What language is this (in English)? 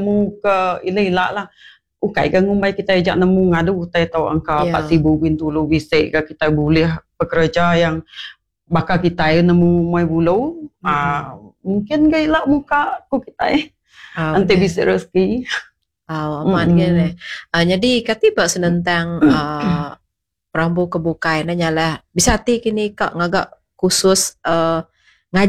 Iban